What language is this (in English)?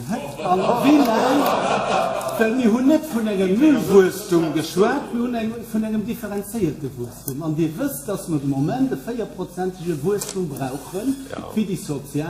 Luxembourgish